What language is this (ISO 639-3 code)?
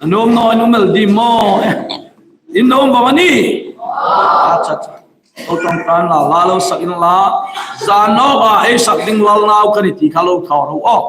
hmr